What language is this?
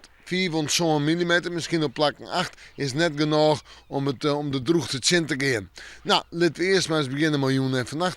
Western Frisian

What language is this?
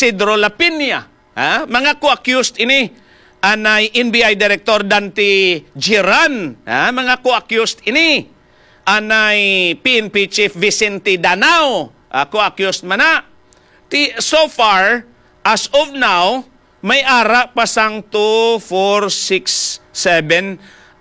Hiligaynon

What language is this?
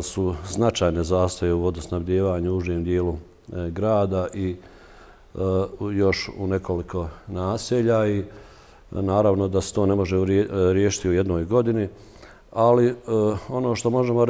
Bosnian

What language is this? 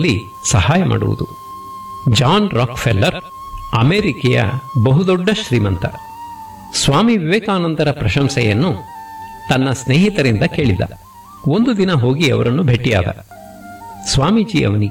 Kannada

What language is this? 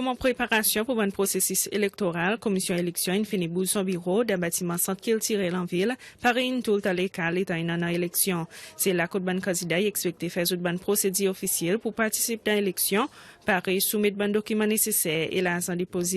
Seselwa Creole French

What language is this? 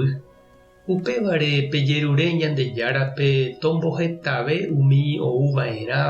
Guarani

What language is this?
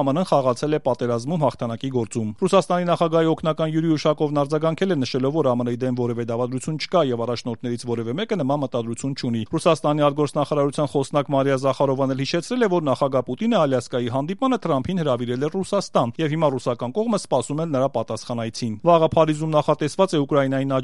Armenian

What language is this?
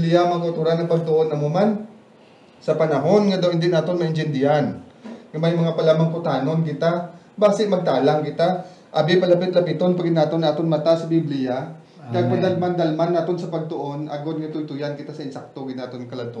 Hiligaynon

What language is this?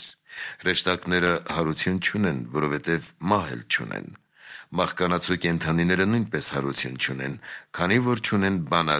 Armenian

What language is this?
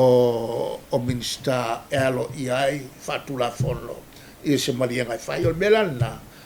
Samoan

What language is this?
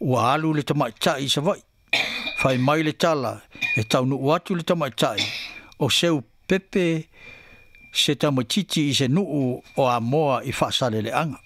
Samoan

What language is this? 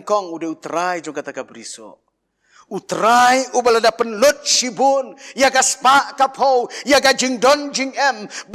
Khasi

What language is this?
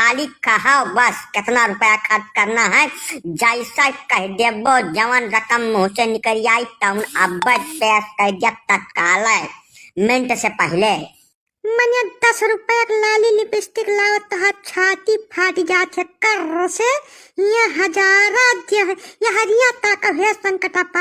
Awadhi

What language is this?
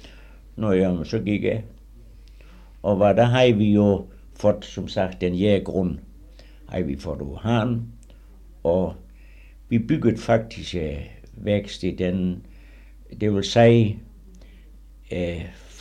Danish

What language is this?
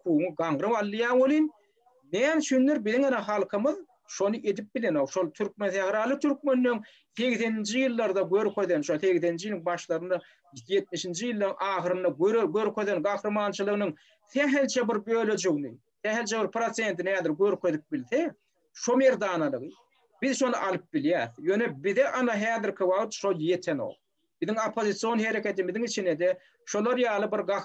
Turkmen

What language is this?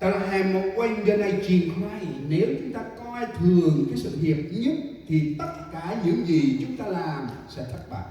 Central Mnong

